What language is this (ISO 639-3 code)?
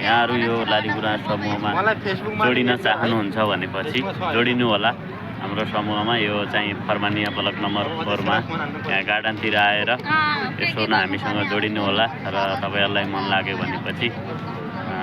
nep